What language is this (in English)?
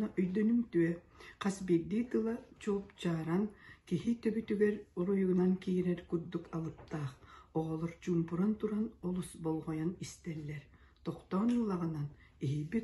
Yakut